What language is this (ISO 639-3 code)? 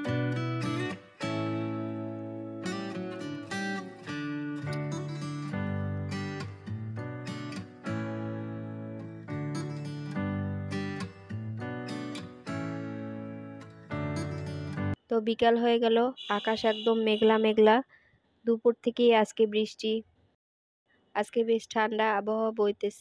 ben